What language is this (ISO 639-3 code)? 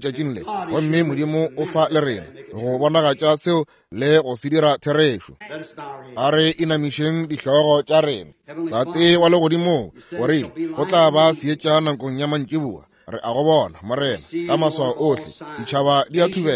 nso